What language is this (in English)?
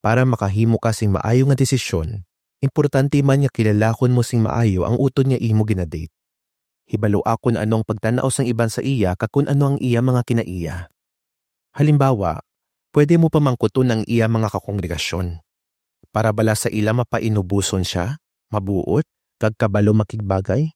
Hiligaynon